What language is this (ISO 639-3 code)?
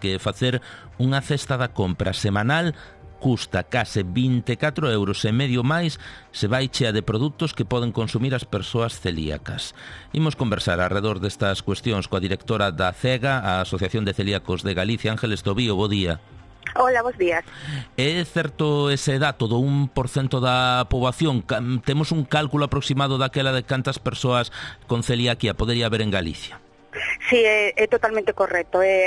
glg